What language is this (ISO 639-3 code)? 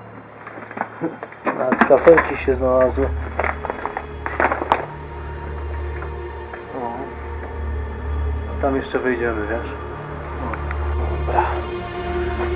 pol